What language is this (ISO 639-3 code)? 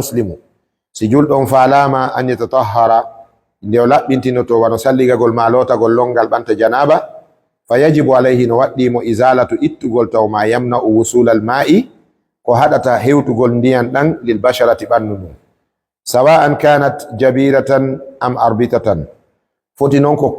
ful